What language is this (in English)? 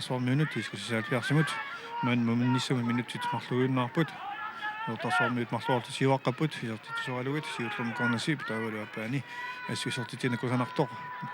Kalaallisut